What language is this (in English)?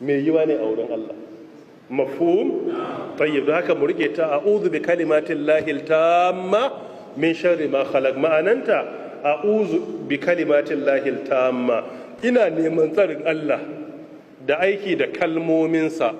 Hausa